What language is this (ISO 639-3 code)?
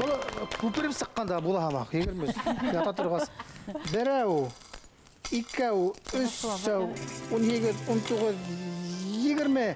bak